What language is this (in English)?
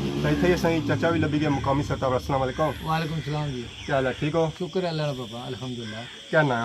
Pahari-Potwari